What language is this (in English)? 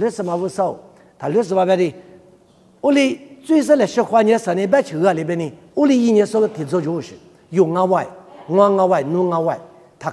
Lisu